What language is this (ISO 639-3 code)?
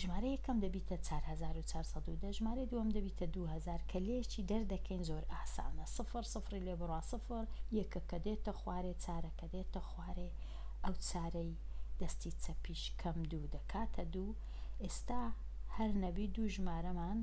ckb